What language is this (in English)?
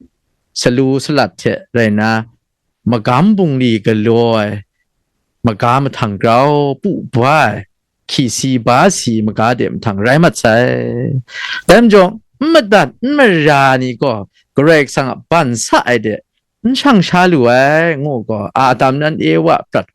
Kachin